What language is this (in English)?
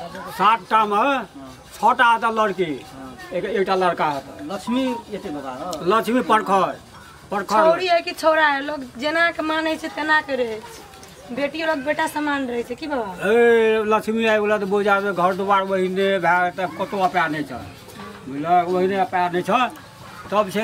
Maithili